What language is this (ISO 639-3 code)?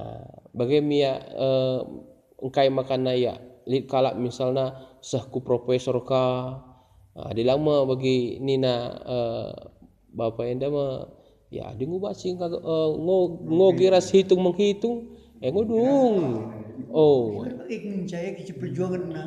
btx